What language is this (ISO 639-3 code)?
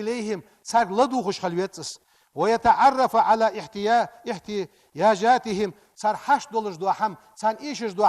inh